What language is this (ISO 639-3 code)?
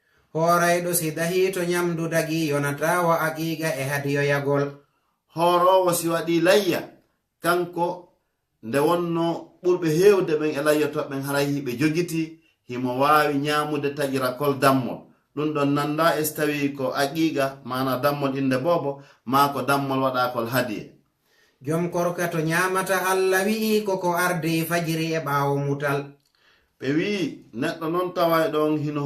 ful